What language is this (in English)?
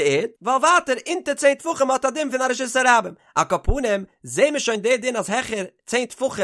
Yiddish